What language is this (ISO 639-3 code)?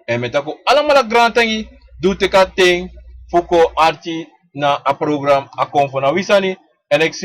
srn